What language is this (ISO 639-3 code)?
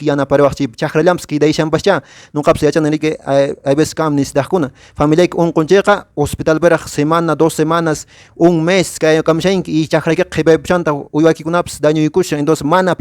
que